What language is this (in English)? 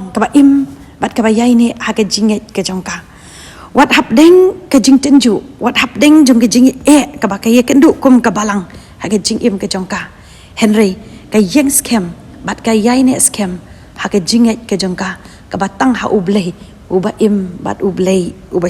Khasi